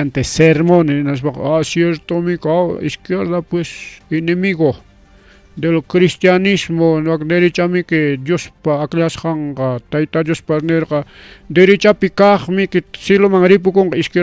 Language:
Ayacucho Quechua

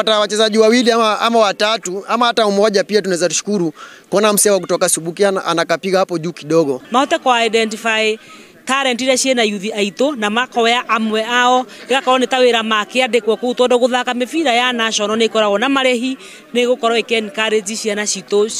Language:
Kikuyu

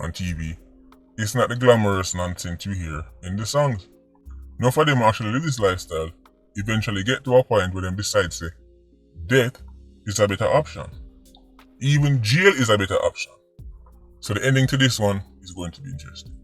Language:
Jamaican Creole English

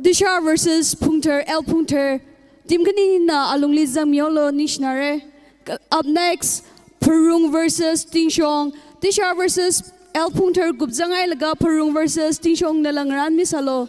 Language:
Tangkhul Naga (India)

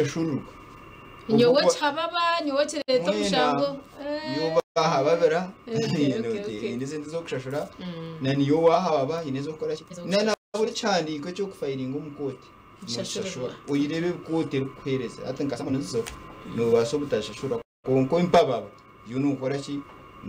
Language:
Nyankole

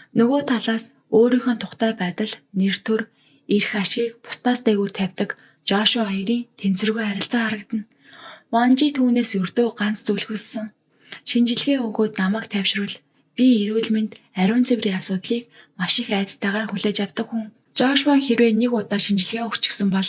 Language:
Mongolian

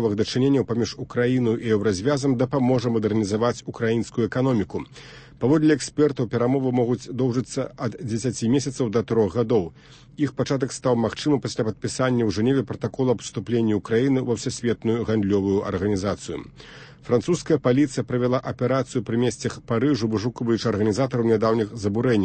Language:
Belarusian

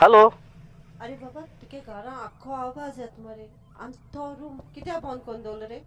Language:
Konkani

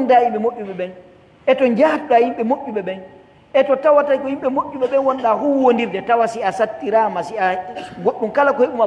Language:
Pular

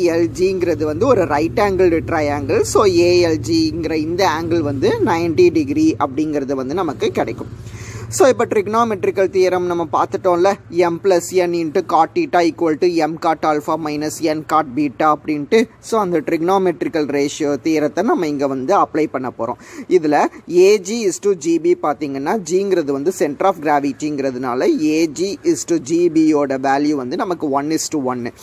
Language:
Tamil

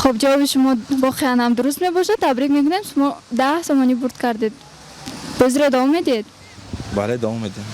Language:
Tajik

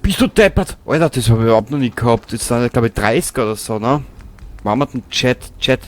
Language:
Bavarian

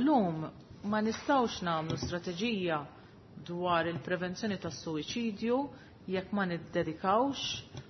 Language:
Maltese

